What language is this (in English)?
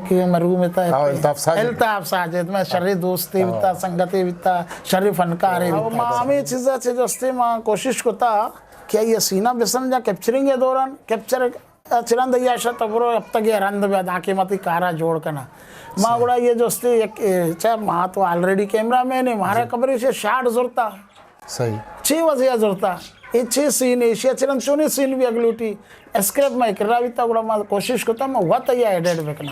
Eastern Balochi